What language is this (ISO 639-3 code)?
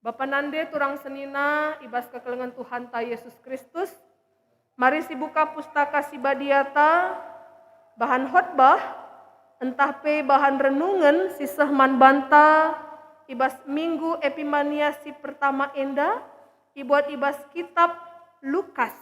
btx